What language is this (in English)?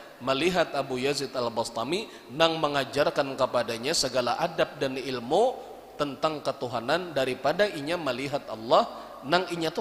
Banjar